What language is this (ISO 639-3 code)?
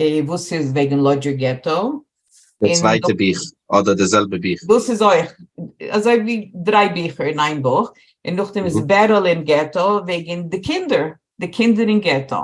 yid